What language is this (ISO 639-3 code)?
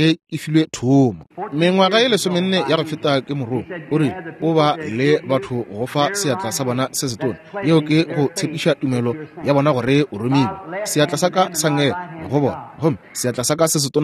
nso